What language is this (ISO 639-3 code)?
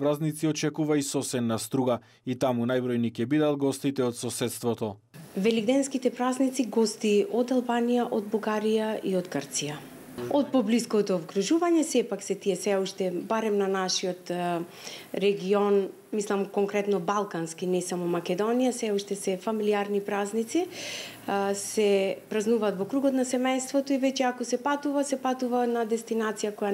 mkd